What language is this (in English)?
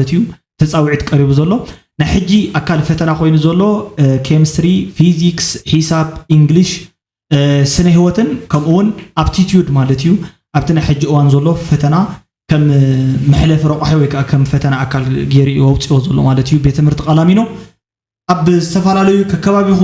Tigrinya